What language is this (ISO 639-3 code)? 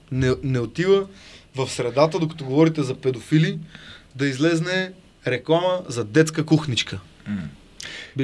bul